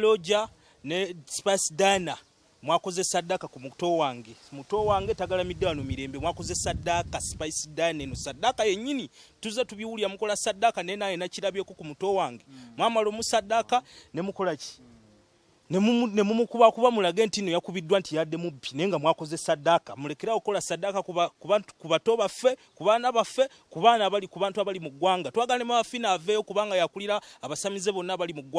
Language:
Ganda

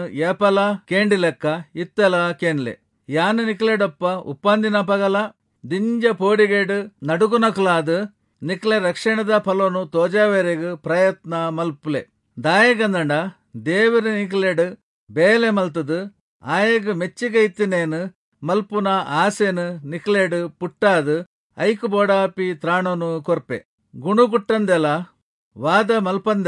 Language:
Tulu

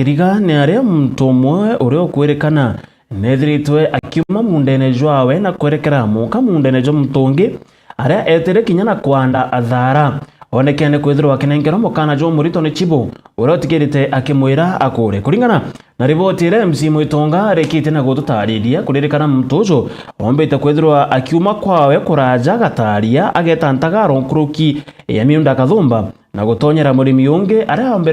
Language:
Meru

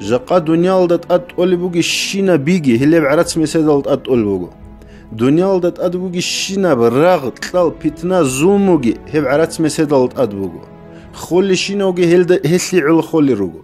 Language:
Avaric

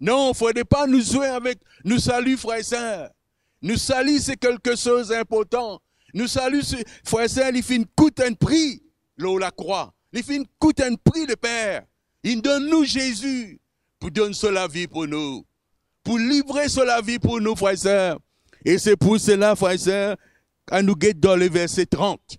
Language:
Morisyen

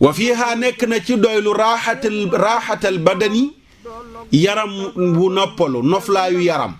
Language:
Wolof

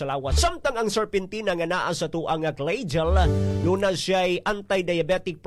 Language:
Cebuano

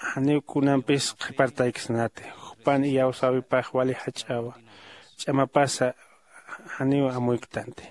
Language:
Aymara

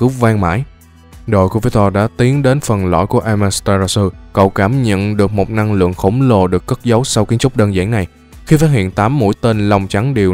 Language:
Vietnamese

